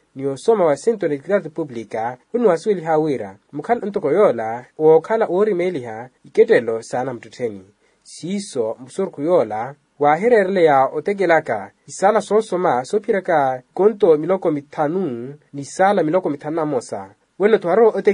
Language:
Makhuwa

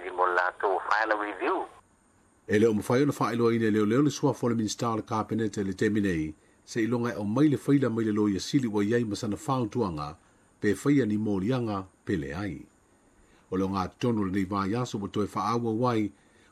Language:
Samoan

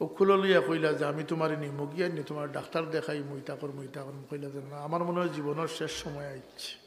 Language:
Sylheti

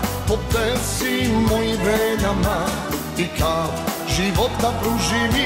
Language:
Serbian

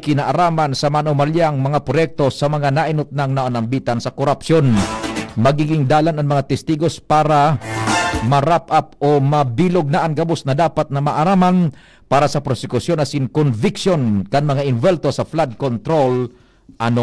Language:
Bikol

